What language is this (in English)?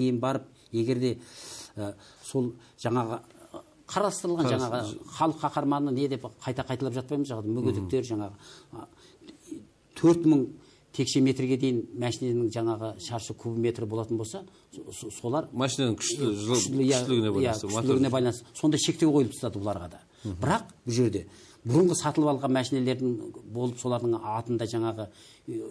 Kazakh